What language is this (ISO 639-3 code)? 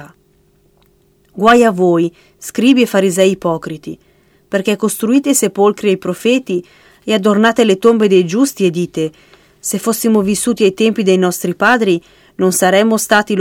ita